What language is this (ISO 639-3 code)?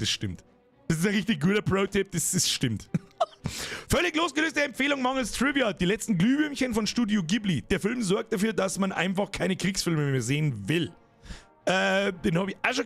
bar